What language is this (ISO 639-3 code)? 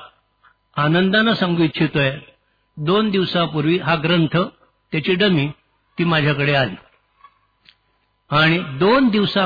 mar